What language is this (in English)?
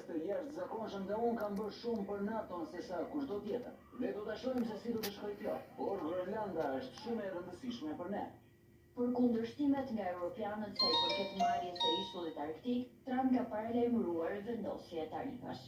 Albanian